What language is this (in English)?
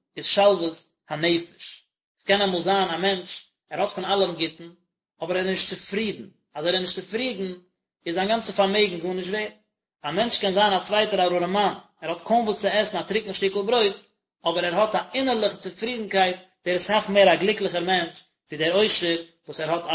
Yiddish